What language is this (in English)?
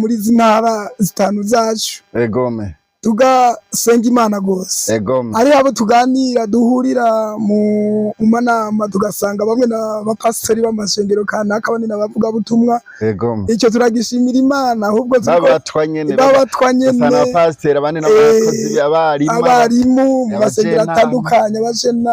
Rundi